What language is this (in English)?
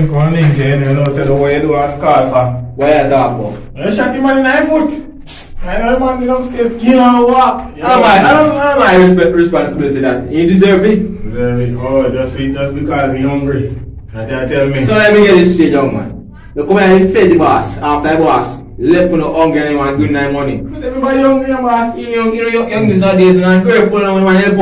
Jamaican Creole English